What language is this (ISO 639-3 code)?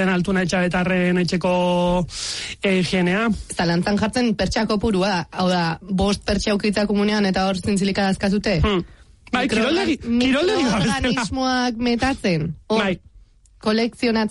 eus